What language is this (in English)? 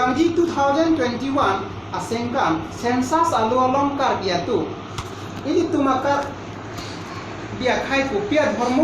Karbi